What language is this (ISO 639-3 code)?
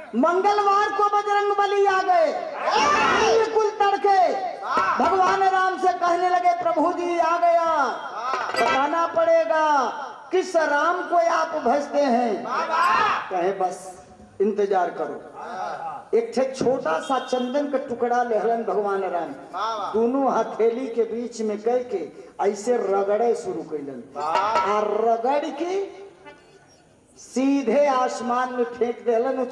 bho